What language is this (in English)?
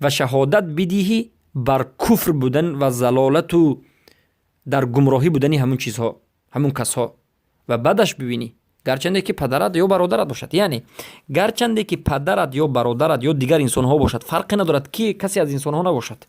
Persian